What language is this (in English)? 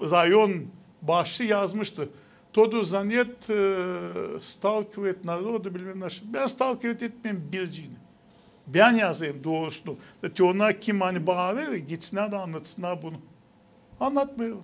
Gagauz